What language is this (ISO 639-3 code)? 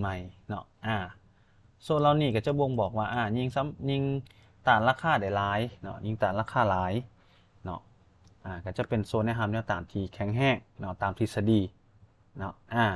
lao